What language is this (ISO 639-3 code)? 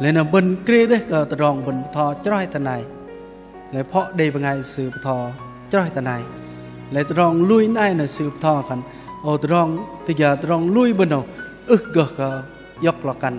bdq